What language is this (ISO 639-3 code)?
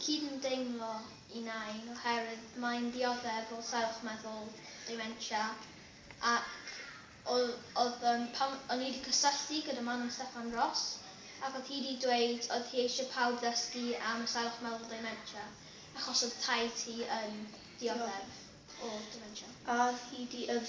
cym